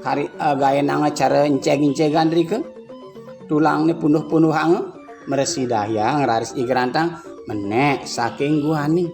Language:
Balinese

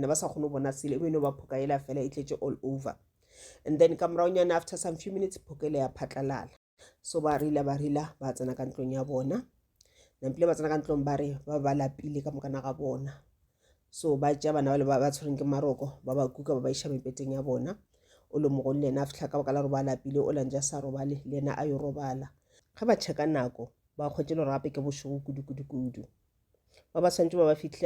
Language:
Northern Sotho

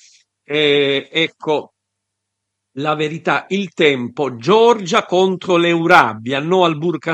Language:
Italian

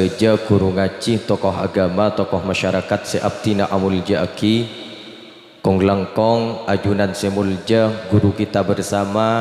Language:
Madurese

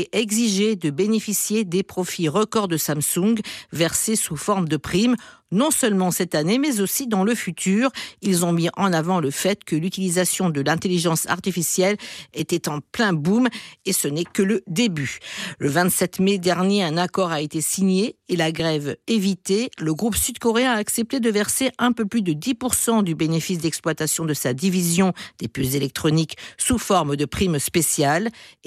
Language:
French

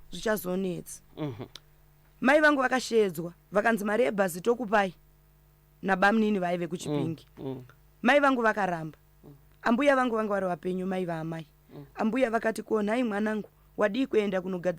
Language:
Shona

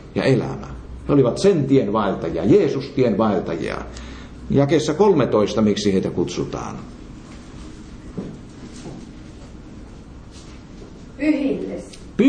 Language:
Finnish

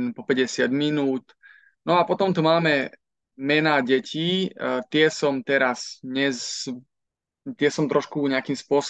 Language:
Slovak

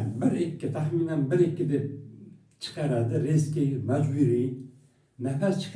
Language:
Uzbek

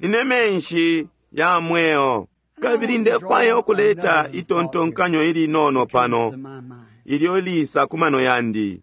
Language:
Bemba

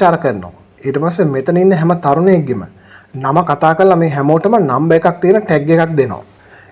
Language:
Sinhala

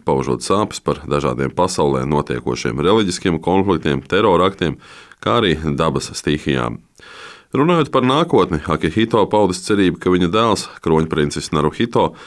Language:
Latvian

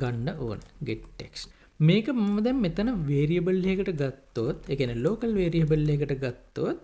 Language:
Sinhala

